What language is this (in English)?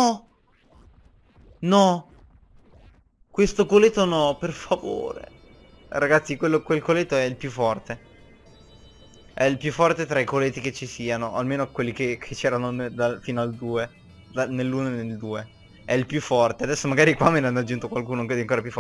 Italian